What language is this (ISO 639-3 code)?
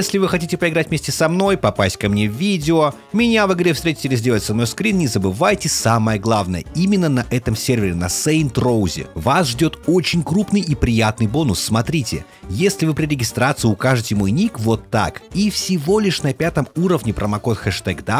rus